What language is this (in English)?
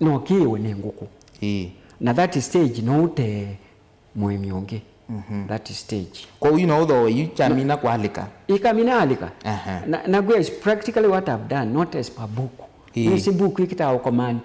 Kamba